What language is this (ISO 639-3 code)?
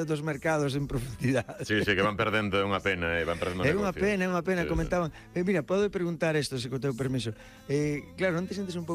glg